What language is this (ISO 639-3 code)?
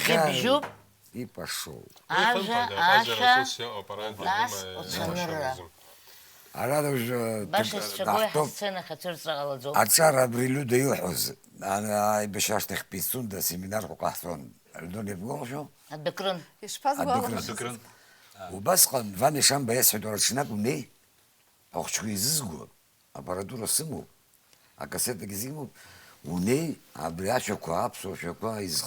abk